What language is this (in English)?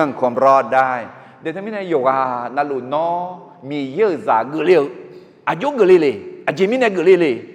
Akha